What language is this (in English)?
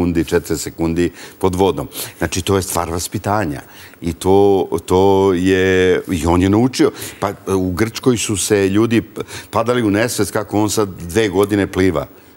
Serbian